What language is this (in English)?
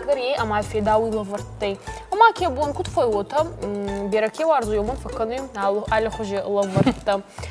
Ossetic